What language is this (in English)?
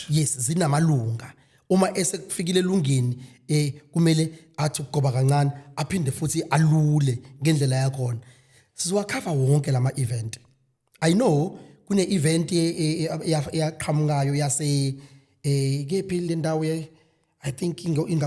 Zulu